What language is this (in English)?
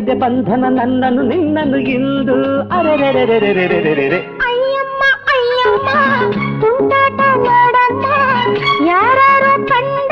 Kannada